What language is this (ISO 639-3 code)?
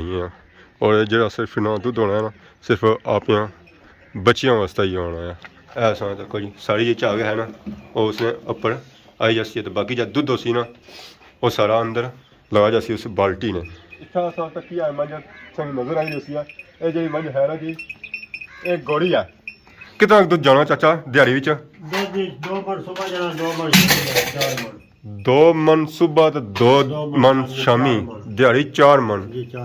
phr